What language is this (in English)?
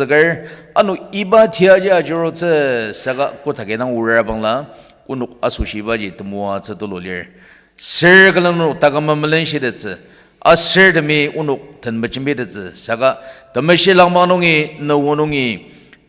Ao Naga